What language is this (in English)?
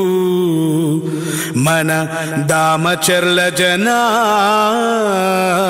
Telugu